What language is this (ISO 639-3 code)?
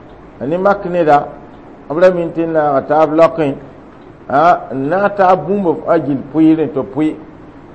mos